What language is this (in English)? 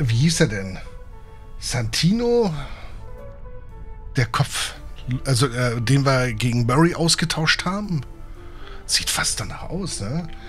German